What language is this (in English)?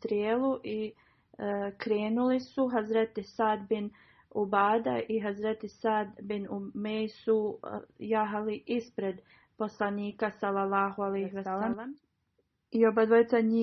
Bosnian